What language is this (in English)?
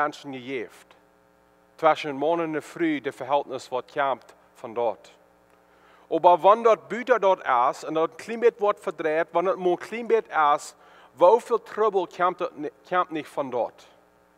Plautdietsch